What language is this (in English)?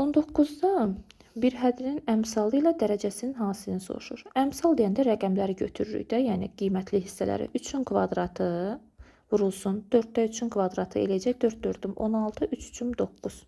Azerbaijani